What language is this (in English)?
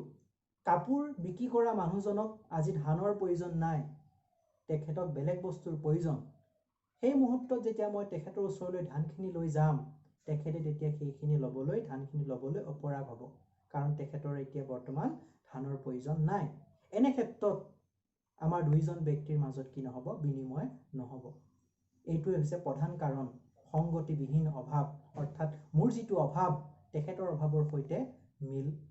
Assamese